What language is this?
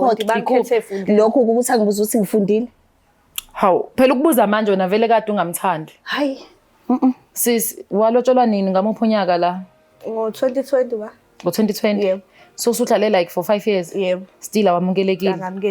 Zulu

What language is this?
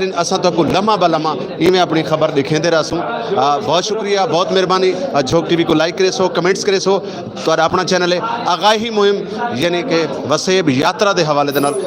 Saraiki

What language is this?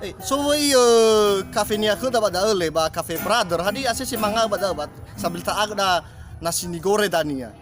Nias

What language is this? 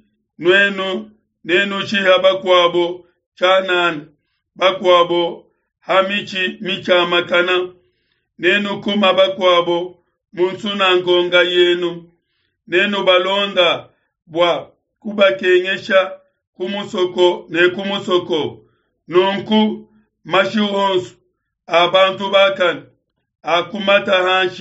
Luba-Lulua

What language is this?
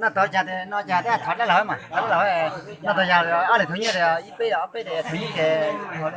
Hmong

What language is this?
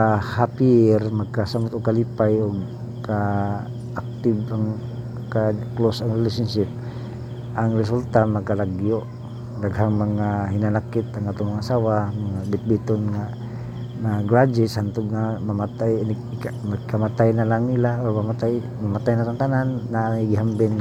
Cebuano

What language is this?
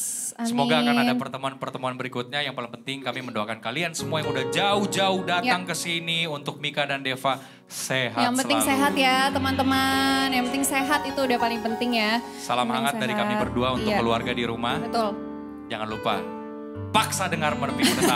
Indonesian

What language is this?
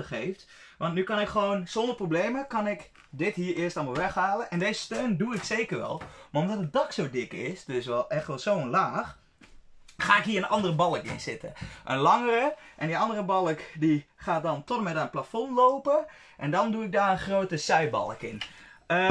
Dutch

